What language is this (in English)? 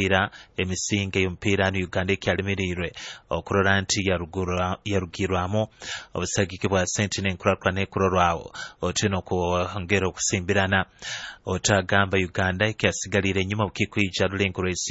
Nyoro